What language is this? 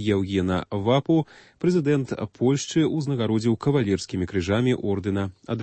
Belarusian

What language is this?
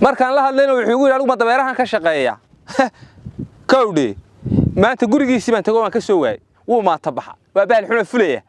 Somali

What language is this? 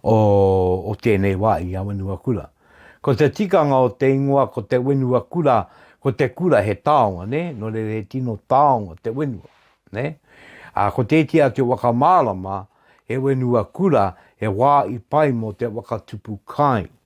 Māori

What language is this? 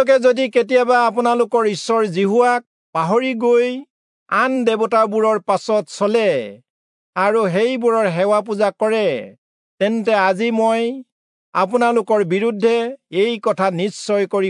Assamese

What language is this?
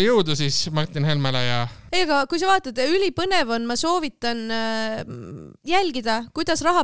Estonian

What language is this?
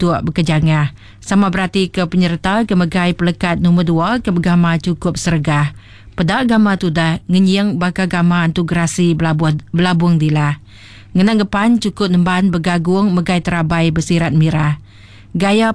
Iban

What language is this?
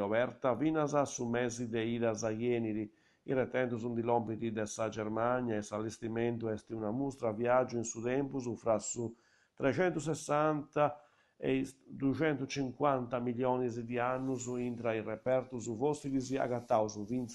Sardinian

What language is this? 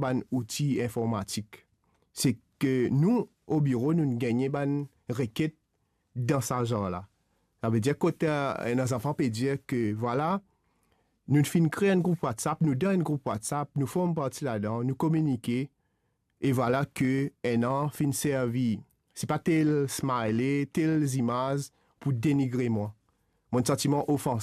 Morisyen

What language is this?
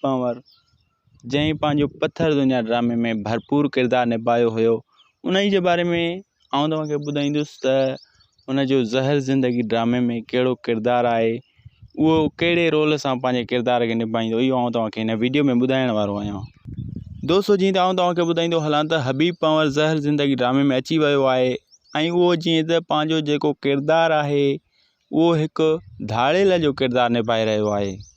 Sindhi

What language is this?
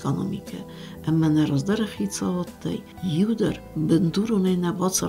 Ossetic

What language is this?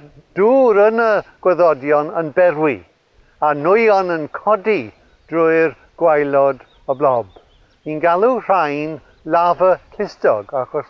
Welsh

